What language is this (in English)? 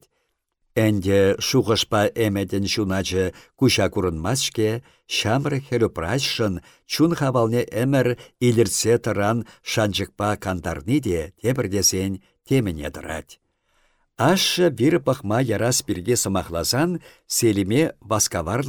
Chuvash